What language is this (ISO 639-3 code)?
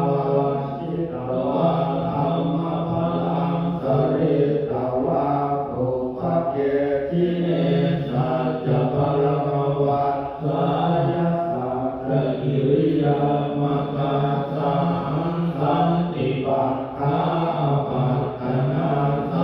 pli